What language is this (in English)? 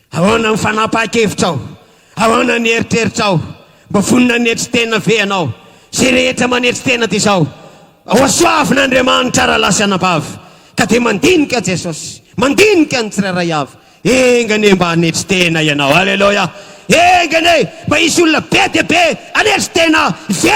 Malagasy